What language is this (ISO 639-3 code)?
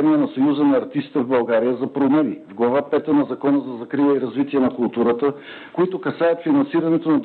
bul